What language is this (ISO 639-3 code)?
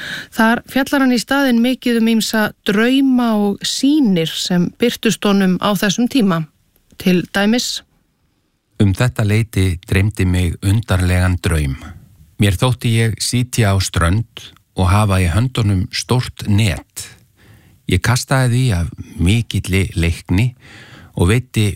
isl